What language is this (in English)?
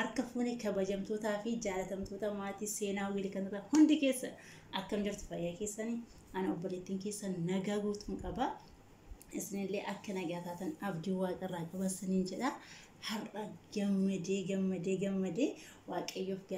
Oromo